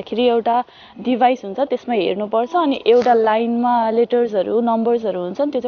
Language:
Nepali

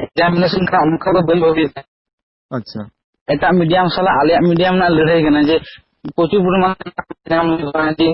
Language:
Santali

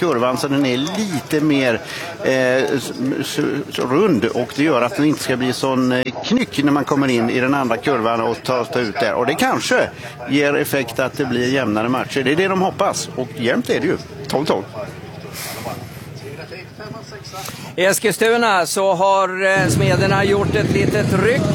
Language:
Swedish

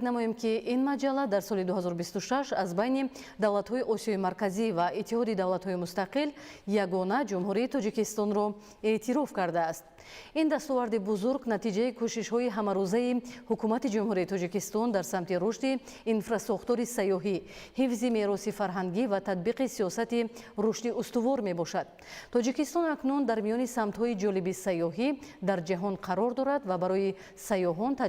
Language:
Tajik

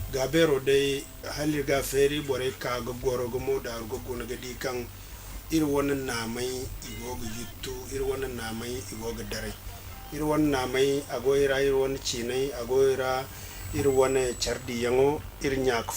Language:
Zarma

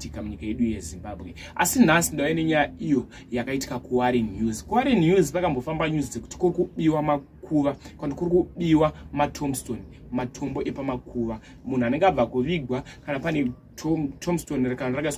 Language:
Shona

